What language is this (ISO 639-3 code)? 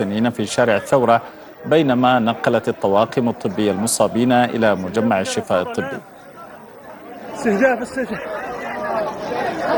ara